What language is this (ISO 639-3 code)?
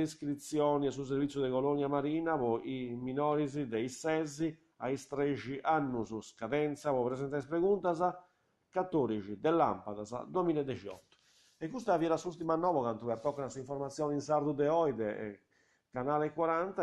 srd